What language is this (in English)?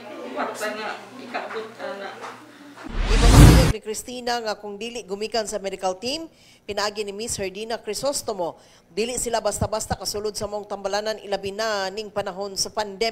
Cebuano